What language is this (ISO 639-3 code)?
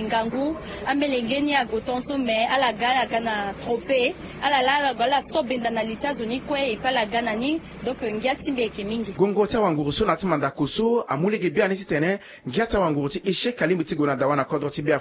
sag